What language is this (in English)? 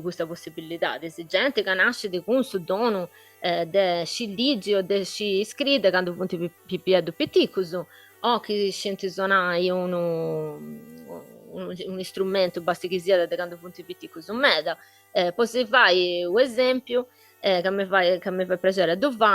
Sardinian